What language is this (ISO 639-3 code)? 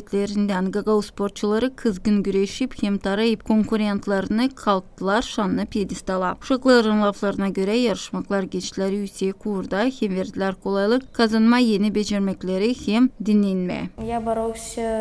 gag